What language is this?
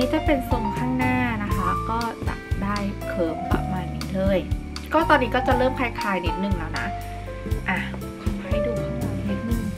Thai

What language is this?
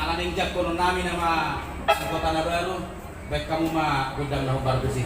Batak Toba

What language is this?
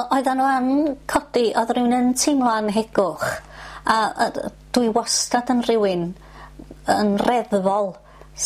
Welsh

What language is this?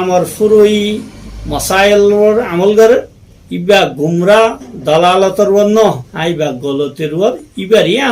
Rohingya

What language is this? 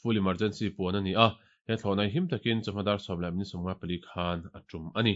Mizo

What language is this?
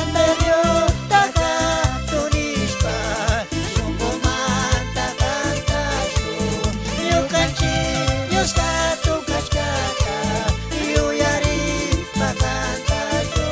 Chimborazo Highland Quichua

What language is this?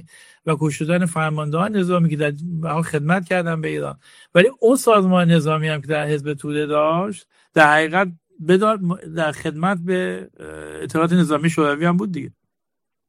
Persian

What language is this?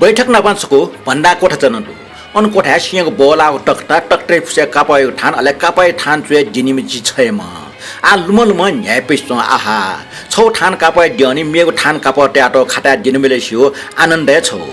Newari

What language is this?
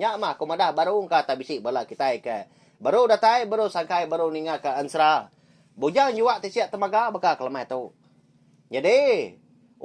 Iban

